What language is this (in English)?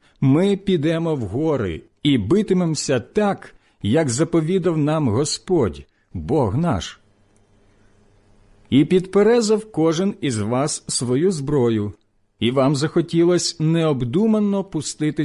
Ukrainian